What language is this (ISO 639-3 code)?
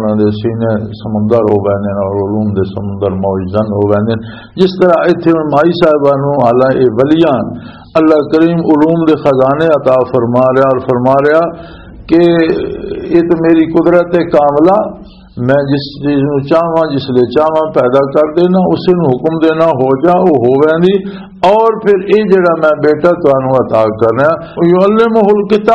lah